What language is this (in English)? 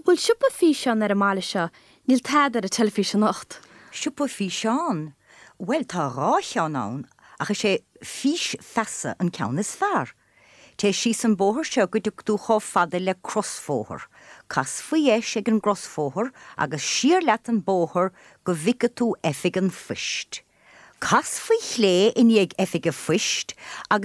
Irish